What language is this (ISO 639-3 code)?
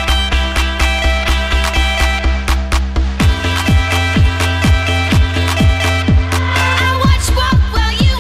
hat